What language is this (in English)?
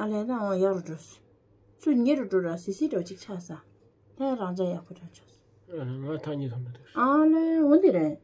Tibetan